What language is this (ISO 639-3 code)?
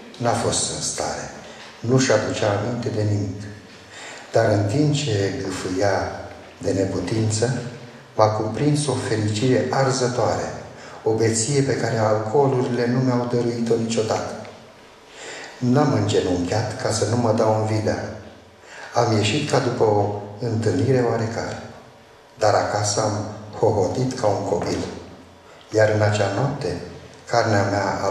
ron